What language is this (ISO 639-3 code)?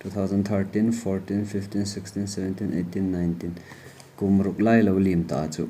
hmr